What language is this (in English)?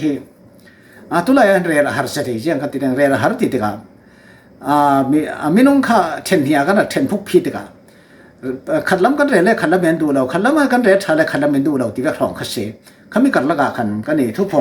Falam Chin